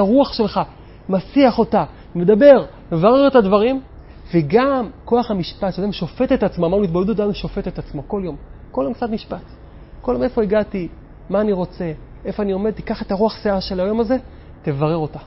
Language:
Hebrew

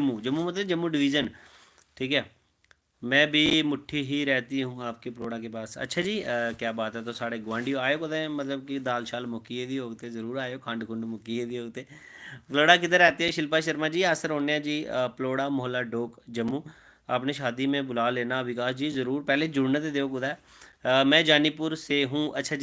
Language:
Dogri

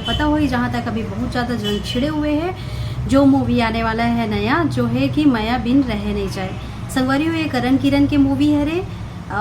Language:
Chhattisgarhi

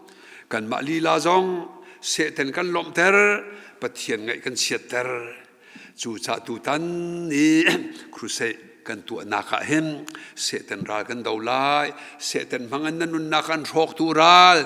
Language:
Hakha Chin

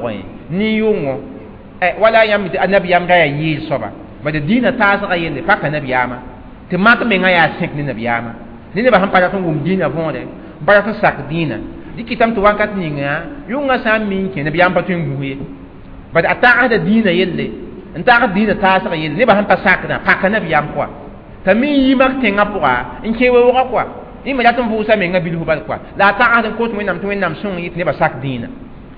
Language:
Mossi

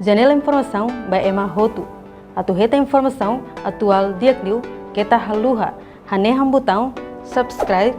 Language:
Tetum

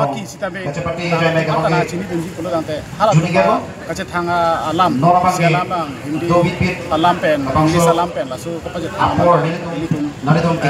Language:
Karbi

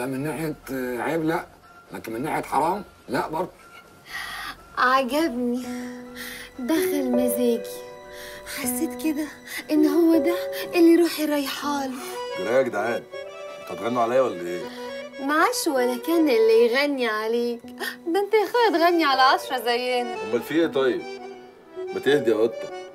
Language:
Egyptian Arabic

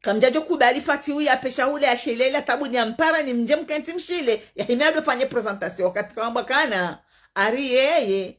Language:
Ngazidja Comorian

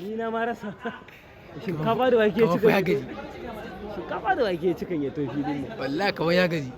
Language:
Hausa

